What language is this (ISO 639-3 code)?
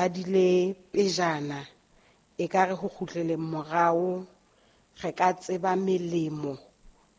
sot